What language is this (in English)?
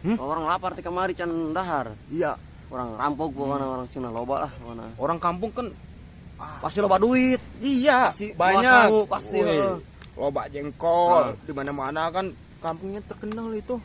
Minangkabau